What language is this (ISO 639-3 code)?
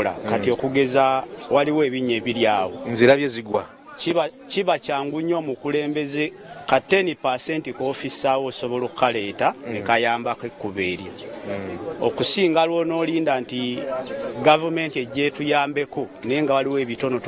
lug